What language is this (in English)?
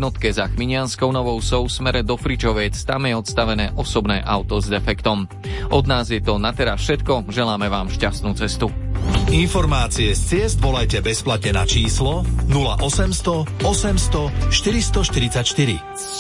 Slovak